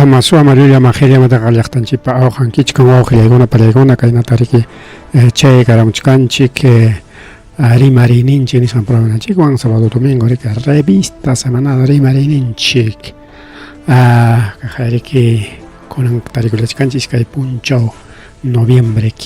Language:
Ayacucho Quechua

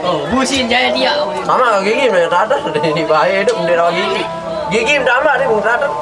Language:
Sasak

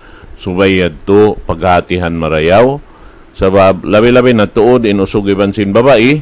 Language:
Tausug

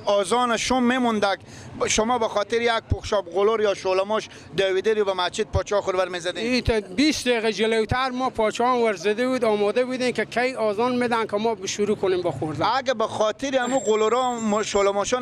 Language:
Persian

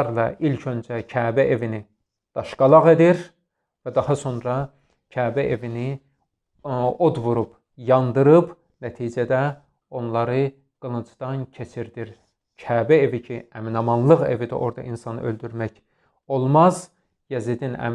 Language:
Azerbaijani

